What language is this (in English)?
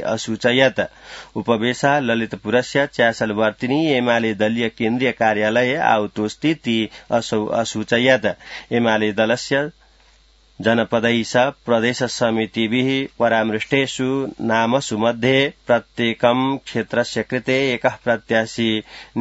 Sanskrit